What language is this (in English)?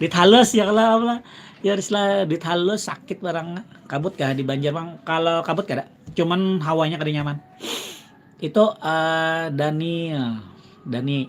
Banjar